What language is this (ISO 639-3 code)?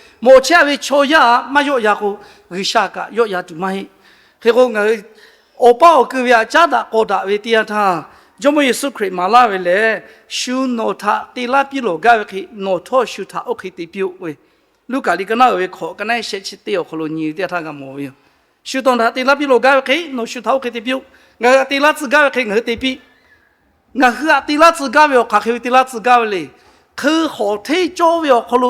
lhu